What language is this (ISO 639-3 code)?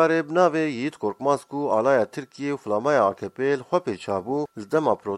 kur